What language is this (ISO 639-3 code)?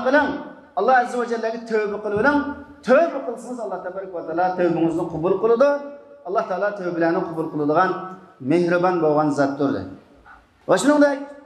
uig